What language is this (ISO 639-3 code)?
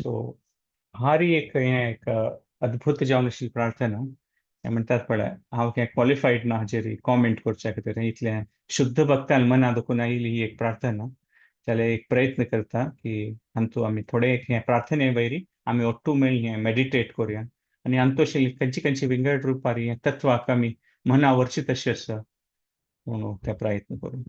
kok